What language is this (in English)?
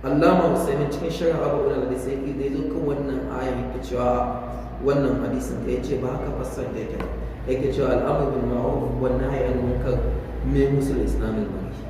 Hausa